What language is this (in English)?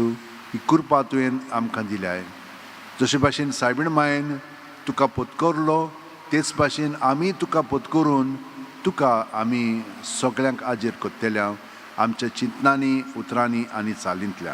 Konkani